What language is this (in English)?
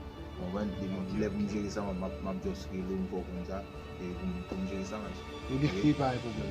Haitian Creole